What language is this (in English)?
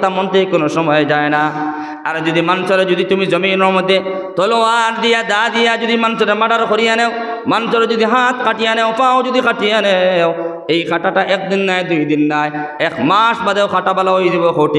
Sylheti